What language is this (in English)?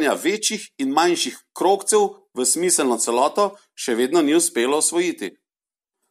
Slovenian